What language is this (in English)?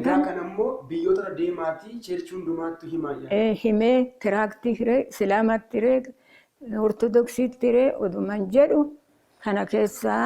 Oromo